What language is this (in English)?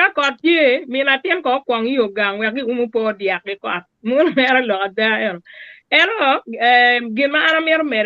Acoli